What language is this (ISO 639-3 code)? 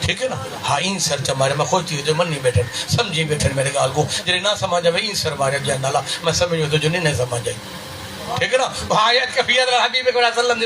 skr